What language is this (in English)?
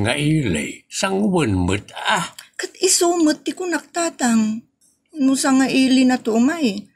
Iloko